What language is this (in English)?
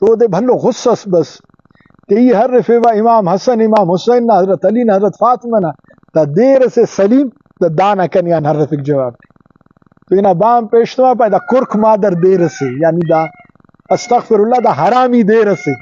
Brahui